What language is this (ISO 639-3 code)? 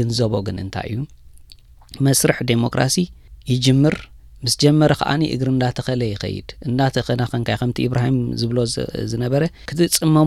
tir